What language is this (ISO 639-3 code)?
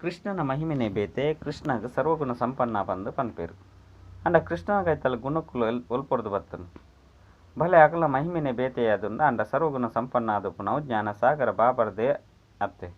tcy